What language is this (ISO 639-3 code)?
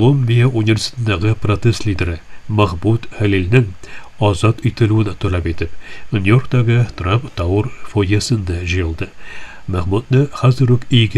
tat